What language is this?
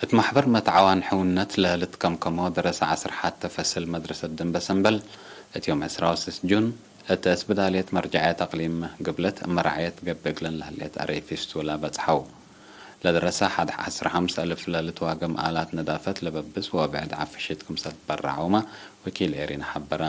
Tigre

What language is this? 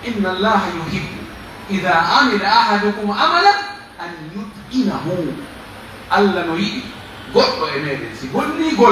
Pular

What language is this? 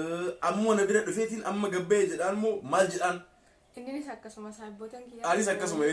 Oromo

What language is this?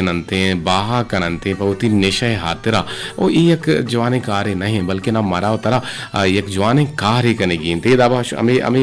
Eastern Balochi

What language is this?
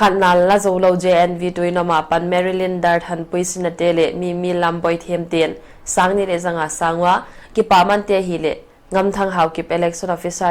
Paite Chin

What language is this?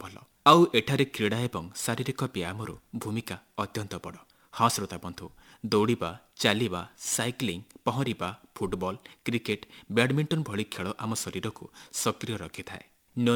Odia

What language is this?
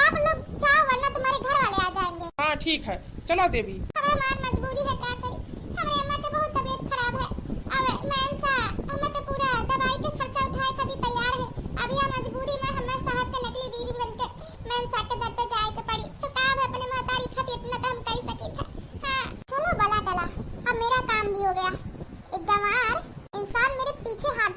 Awadhi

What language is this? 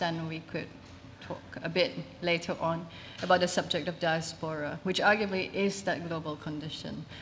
English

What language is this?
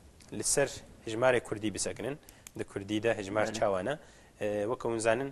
Kurdish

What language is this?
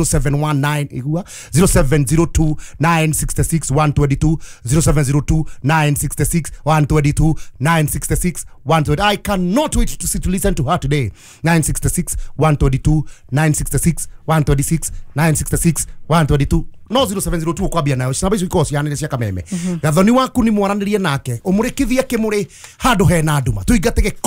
Kikuyu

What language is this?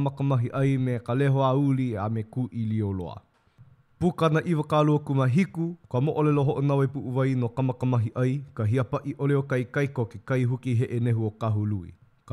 Hawaiian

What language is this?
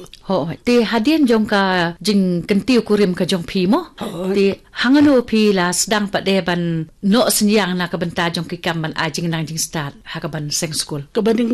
Khasi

